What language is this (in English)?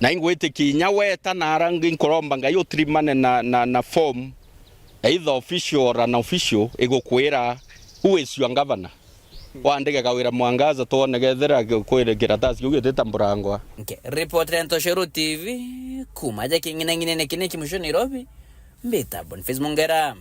Meru